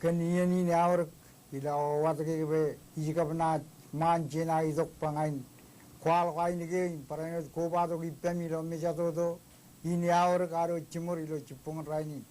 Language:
Marshallese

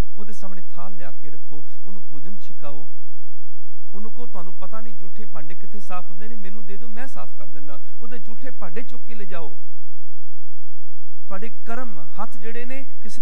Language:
Punjabi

